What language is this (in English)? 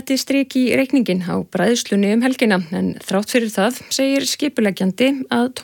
Icelandic